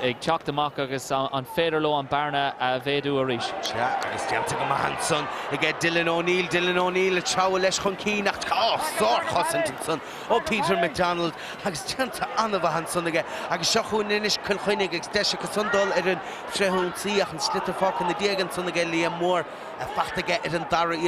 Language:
Irish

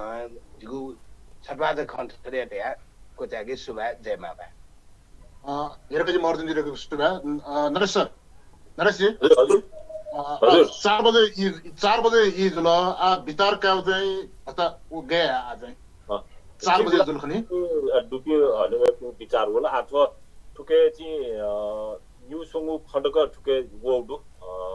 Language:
Newari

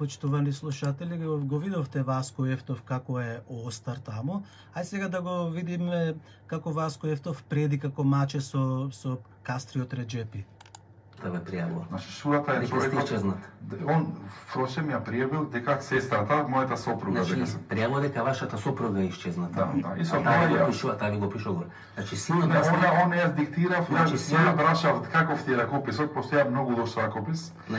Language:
Macedonian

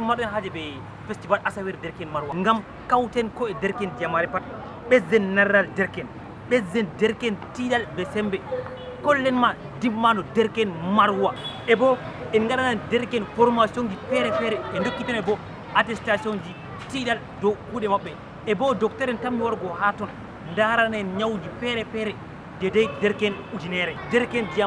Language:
Fula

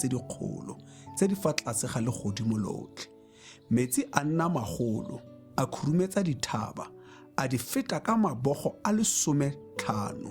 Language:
Tswana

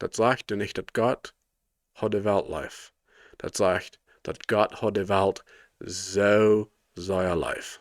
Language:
Plautdietsch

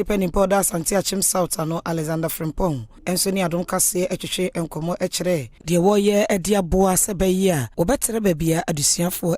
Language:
Akan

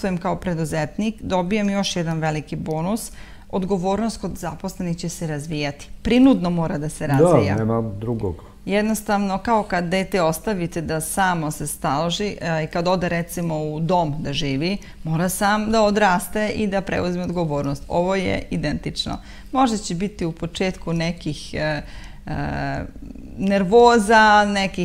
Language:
Serbian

